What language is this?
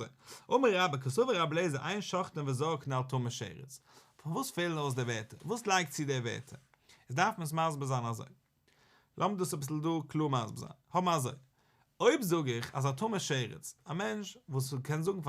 Yiddish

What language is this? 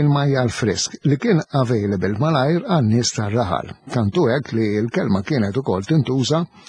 Maltese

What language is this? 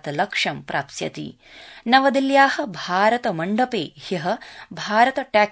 Sanskrit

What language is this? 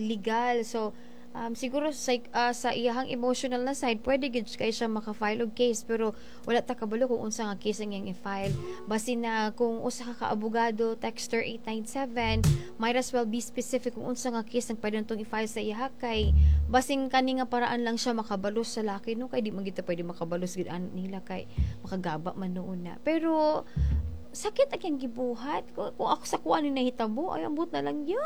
Cebuano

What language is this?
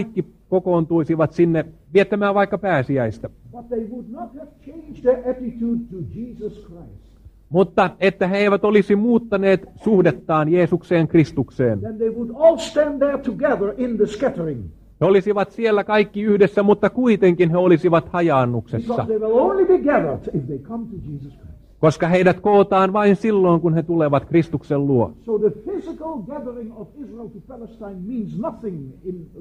Finnish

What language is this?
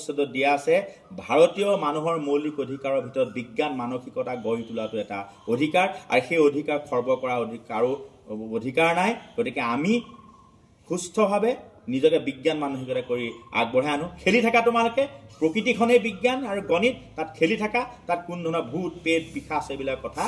Assamese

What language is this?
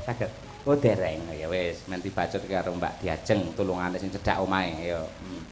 Javanese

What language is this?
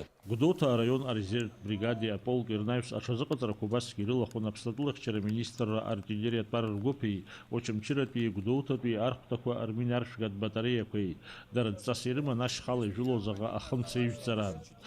Abkhazian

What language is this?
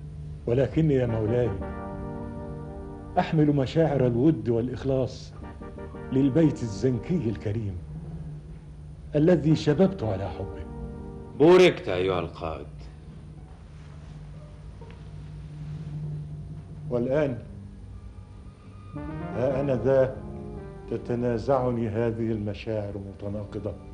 Arabic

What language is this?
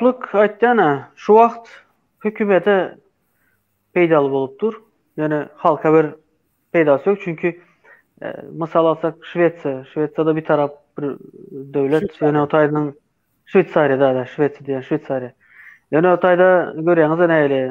Turkmen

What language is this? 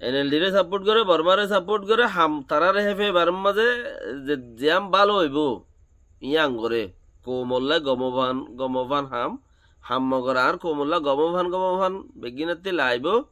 Rohingya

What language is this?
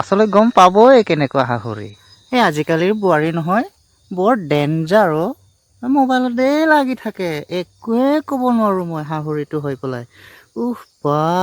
Assamese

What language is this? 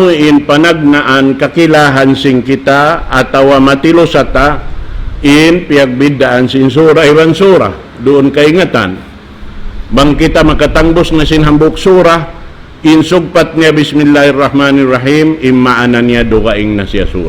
Tausug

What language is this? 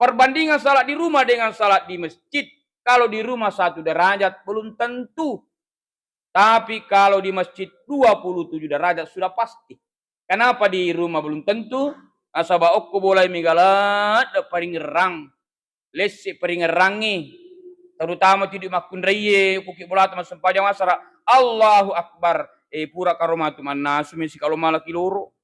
Buginese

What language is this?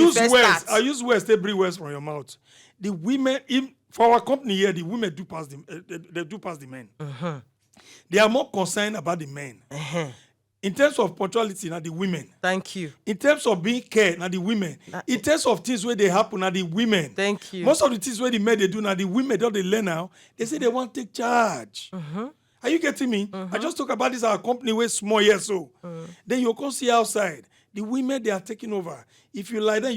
Nigerian Pidgin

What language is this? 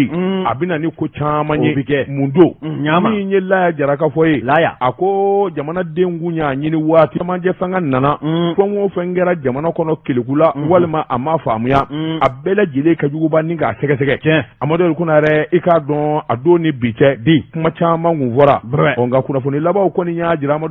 Bambara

